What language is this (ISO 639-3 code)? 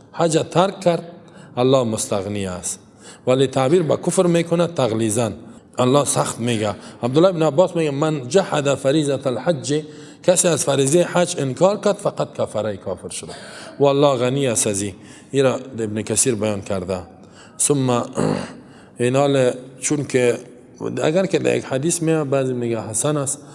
fas